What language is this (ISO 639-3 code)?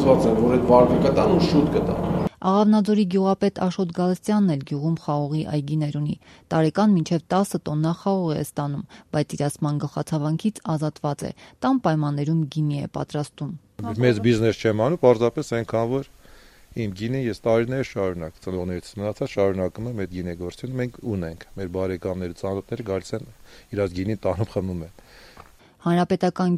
hye